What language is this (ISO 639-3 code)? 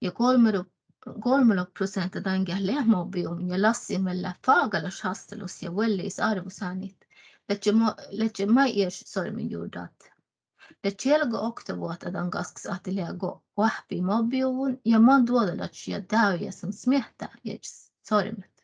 sme